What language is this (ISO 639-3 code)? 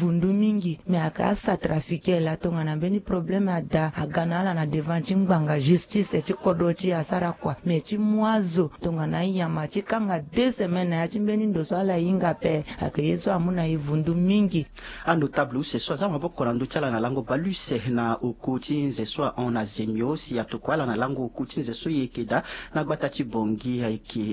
sag